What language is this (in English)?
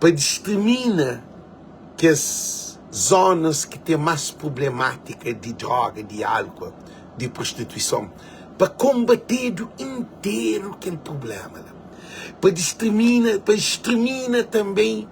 Kabuverdianu